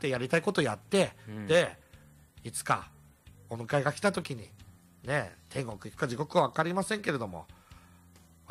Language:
Japanese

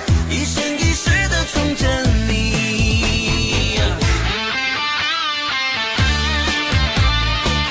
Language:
Chinese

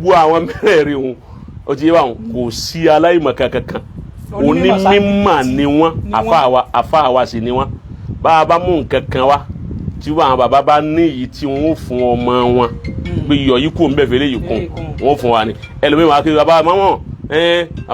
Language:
Yoruba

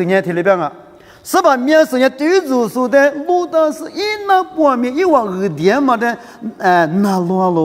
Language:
Lisu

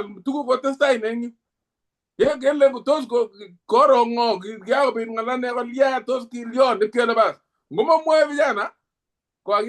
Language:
Kalenjin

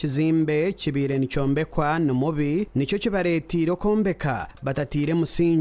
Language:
Nyankole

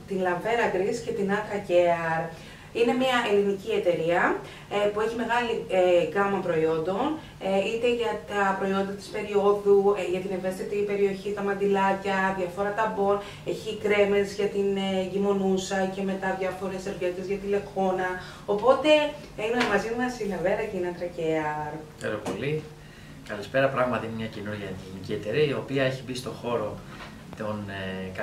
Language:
Greek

